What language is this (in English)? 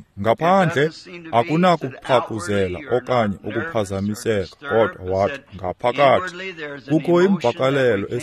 Xhosa